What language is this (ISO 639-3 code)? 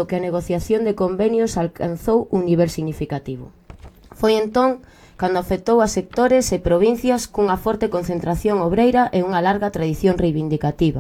glg